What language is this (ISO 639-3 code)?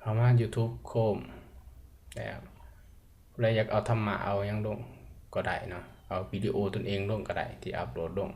lao